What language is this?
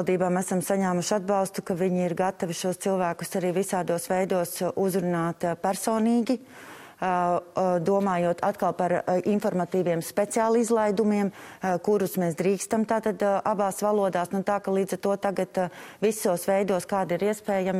Latvian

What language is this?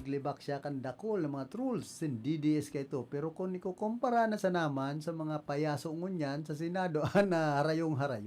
Bikol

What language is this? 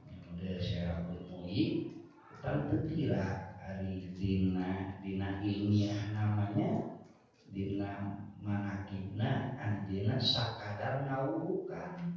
Sundanese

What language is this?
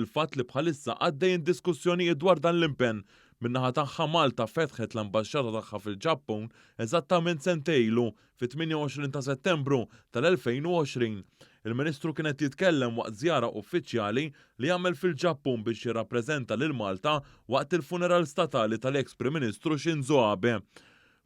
Maltese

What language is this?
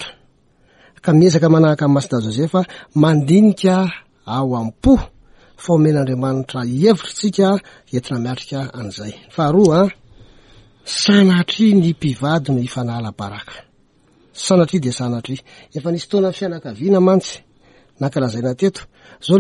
Malagasy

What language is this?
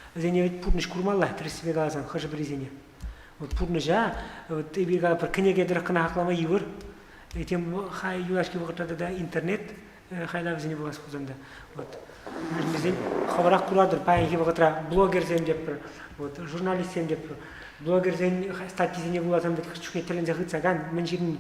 Chuvash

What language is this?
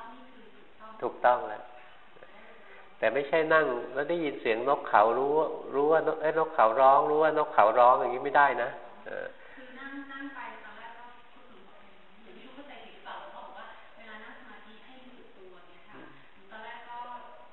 Thai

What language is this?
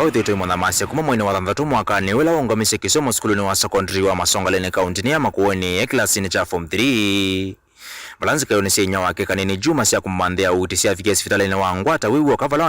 Kamba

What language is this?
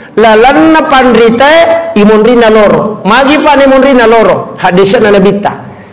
Buginese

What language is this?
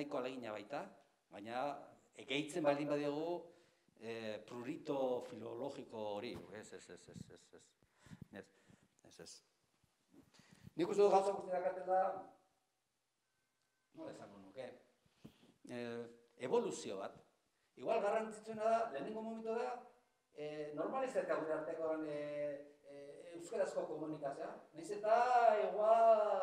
Basque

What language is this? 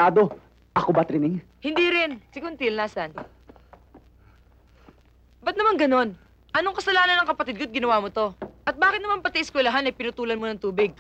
Filipino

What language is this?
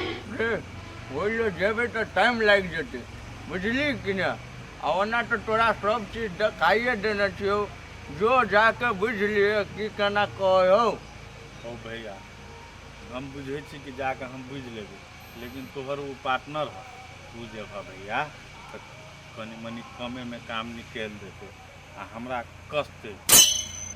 Maithili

